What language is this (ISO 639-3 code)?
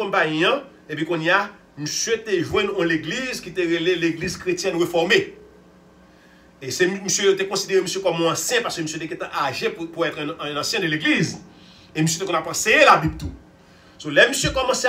fra